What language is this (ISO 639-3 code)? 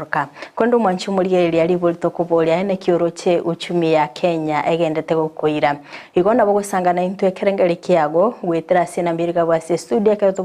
guz